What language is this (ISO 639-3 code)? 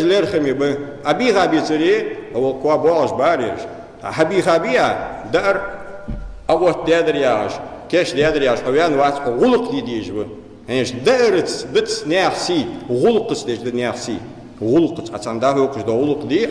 inh